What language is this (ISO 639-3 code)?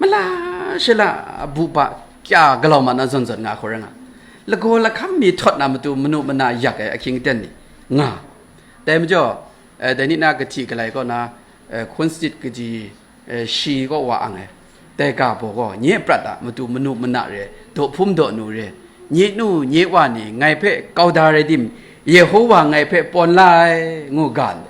kac